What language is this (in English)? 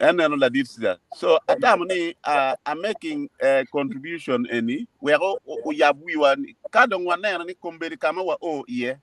Acoli